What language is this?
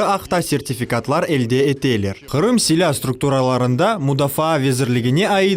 Crimean Tatar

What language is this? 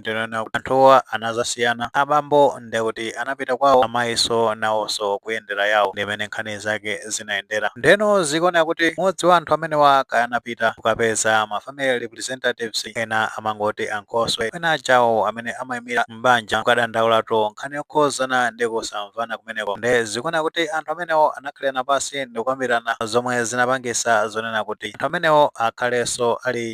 Nyanja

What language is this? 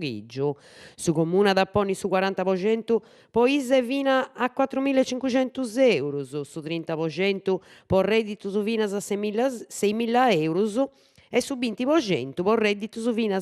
Sardinian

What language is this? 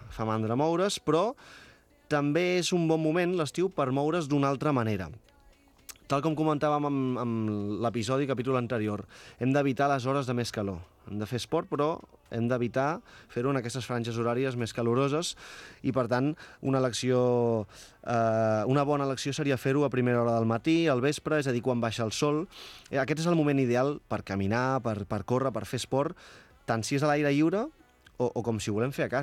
Catalan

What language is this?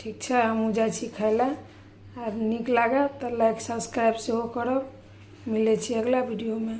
Maithili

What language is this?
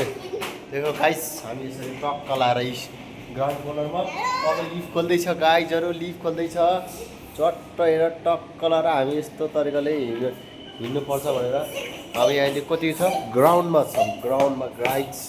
Nepali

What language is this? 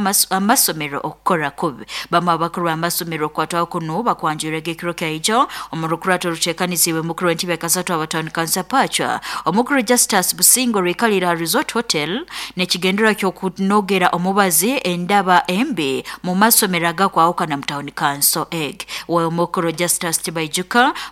Nyoro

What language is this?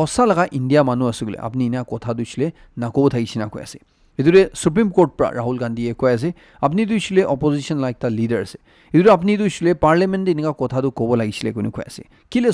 Naga Pidgin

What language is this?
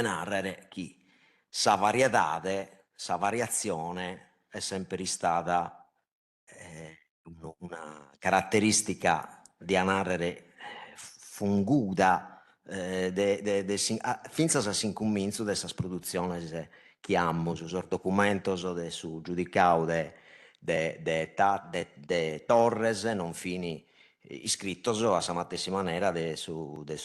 Sardinian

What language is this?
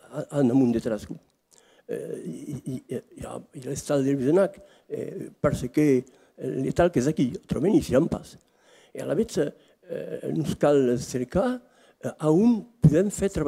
Occitan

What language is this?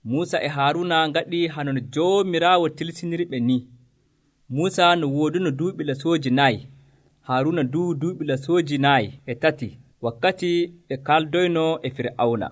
Nigerian Fulfulde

